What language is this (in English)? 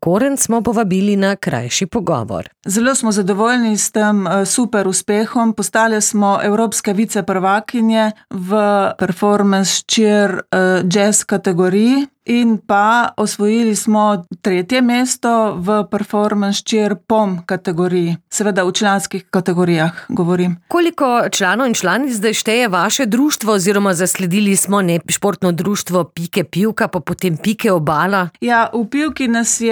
Slovenian